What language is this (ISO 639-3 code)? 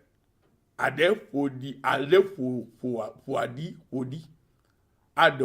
ewe